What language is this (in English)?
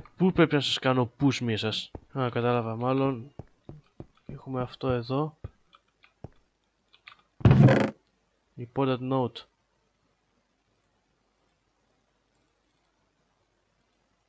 Greek